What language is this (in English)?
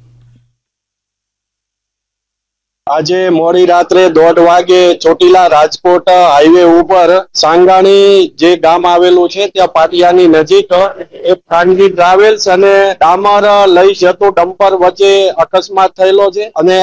Gujarati